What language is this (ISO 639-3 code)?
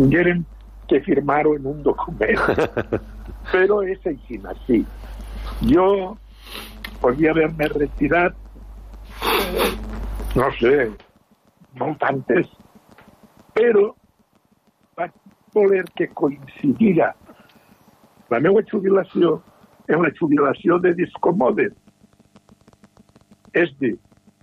cat